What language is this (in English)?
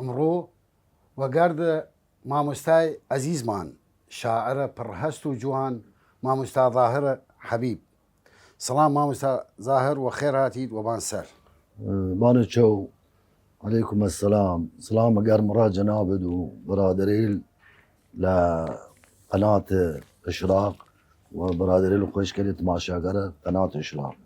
Southern Kurdish